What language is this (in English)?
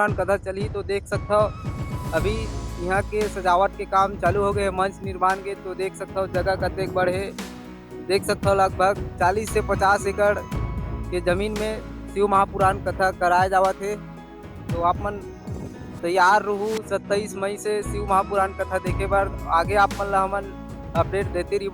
Chhattisgarhi